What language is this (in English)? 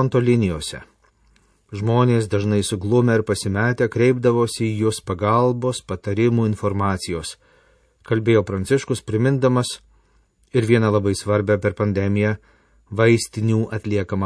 Lithuanian